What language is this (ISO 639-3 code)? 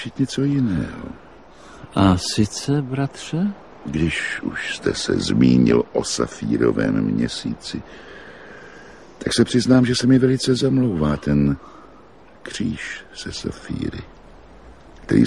ces